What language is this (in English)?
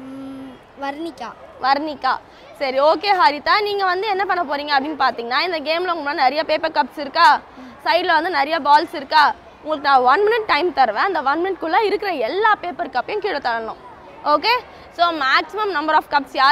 Tamil